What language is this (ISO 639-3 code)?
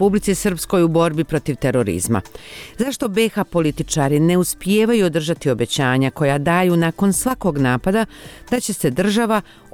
bos